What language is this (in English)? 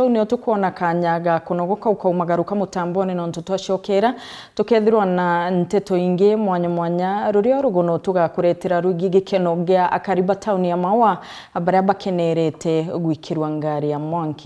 Meru